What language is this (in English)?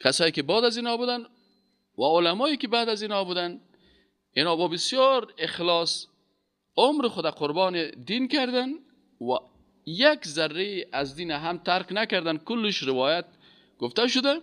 Persian